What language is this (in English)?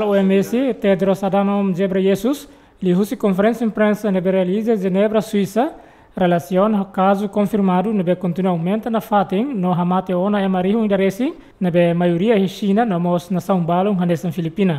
Tetum